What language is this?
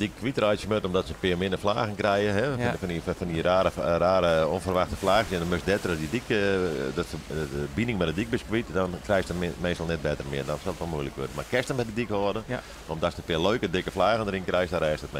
Western Frisian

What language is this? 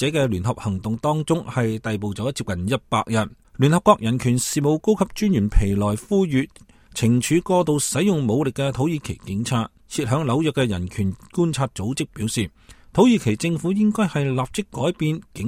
Cantonese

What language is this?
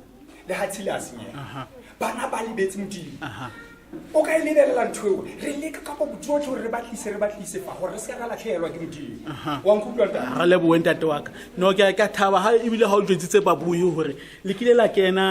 Tswana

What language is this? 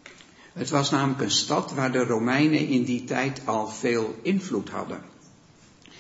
Dutch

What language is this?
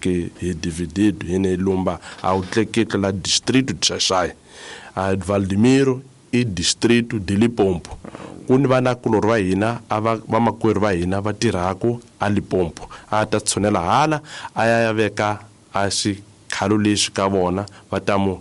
Tsonga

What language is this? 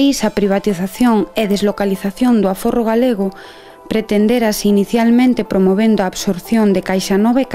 Galician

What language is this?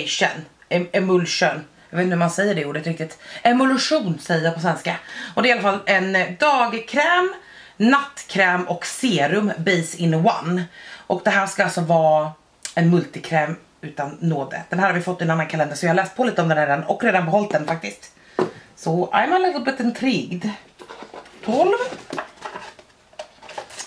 Swedish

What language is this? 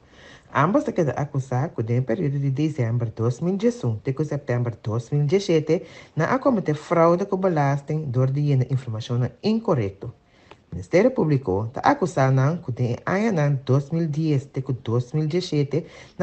Papiamento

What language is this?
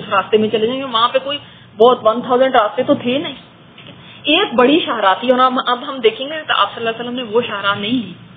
Urdu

